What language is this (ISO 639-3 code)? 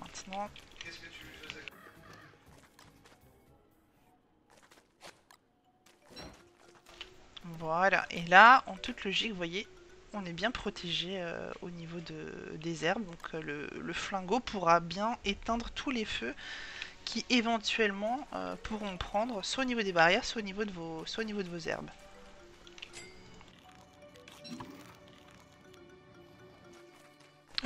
fra